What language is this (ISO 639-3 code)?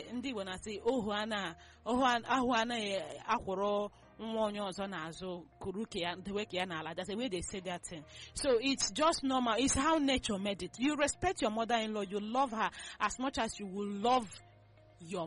eng